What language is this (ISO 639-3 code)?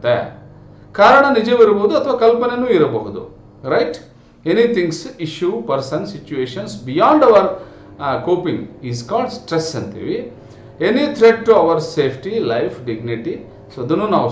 kan